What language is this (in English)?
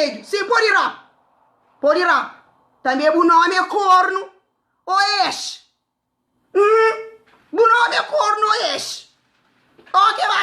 Kabuverdianu